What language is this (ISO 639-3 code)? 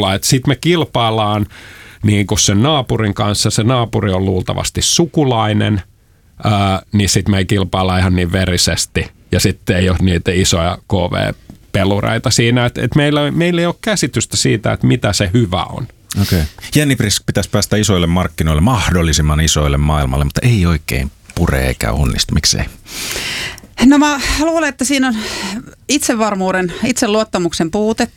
fin